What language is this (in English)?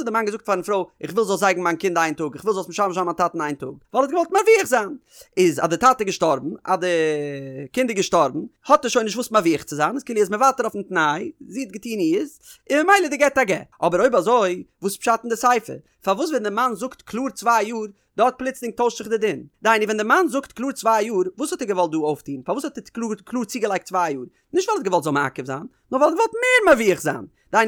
Yiddish